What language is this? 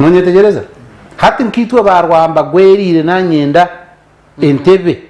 Nyankole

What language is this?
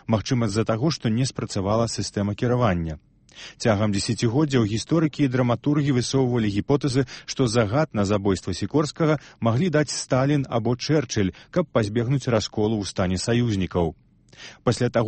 Belarusian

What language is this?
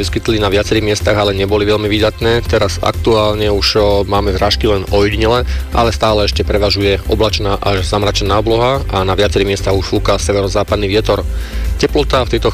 Slovak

